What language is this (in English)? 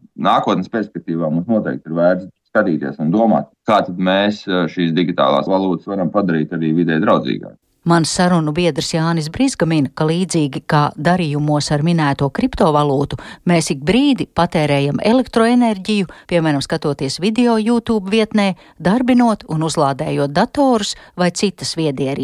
Latvian